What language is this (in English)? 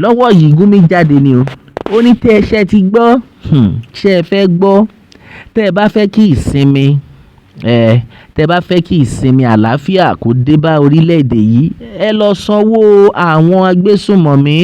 Yoruba